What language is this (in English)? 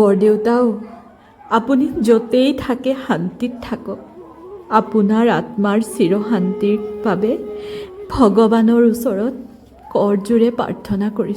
Assamese